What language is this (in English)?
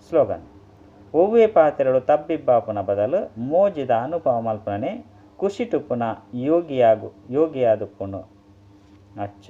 Tulu